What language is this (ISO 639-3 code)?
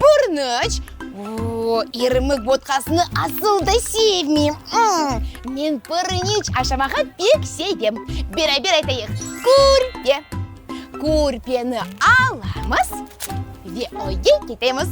crh